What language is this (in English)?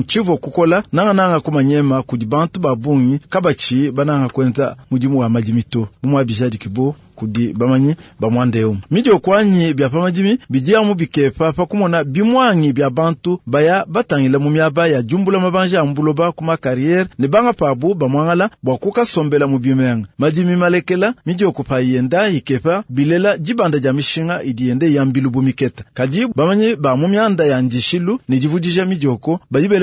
Luba-Lulua